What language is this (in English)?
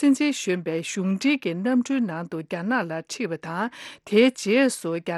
Tibetan